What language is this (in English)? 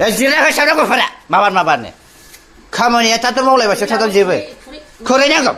Bodo